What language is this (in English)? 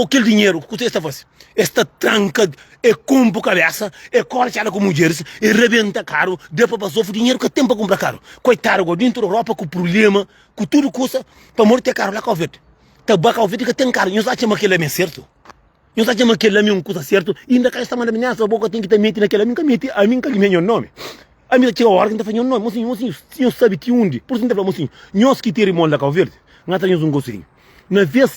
Kabuverdianu